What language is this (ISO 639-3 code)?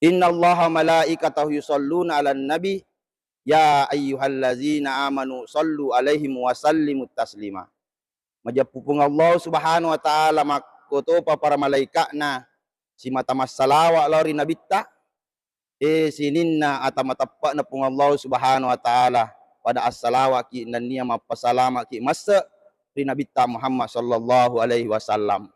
bug